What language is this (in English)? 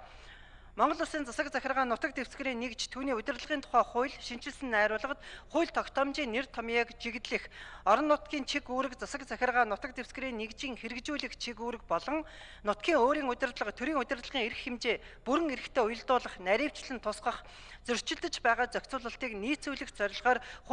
Mongolian